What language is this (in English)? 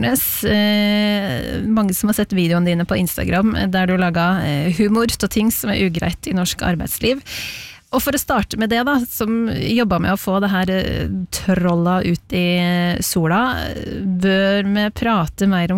Norwegian